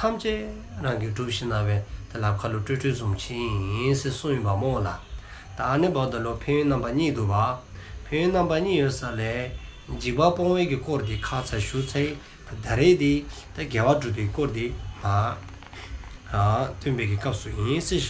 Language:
Dzongkha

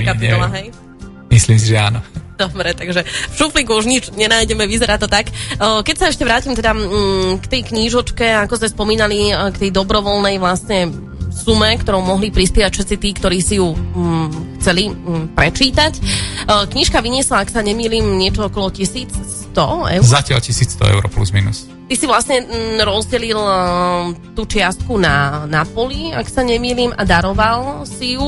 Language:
Slovak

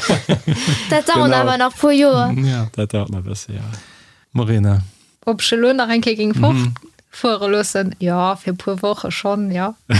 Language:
Luxembourgish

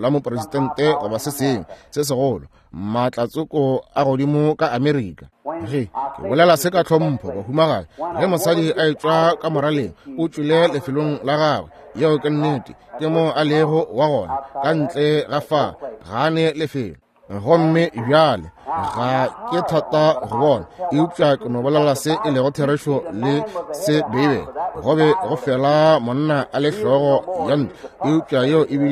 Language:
Northern Sotho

